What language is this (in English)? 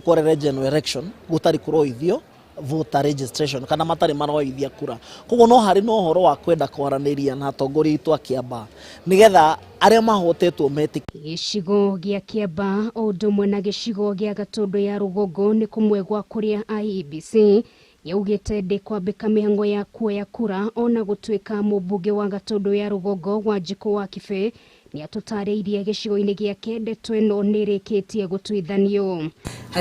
Kikuyu